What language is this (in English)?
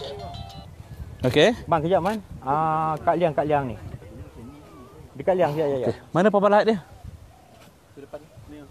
Malay